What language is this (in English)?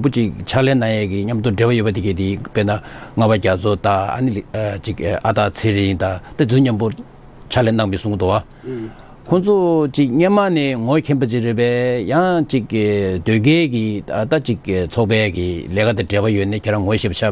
Tibetan